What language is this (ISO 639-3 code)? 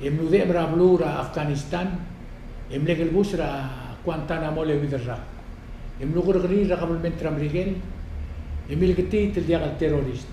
pau